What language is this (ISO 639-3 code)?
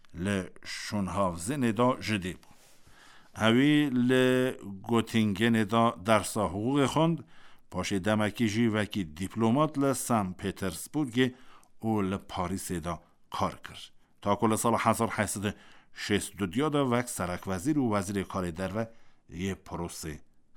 kur